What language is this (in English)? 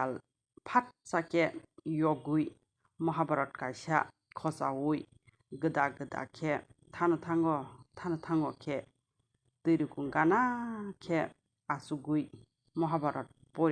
Kok Borok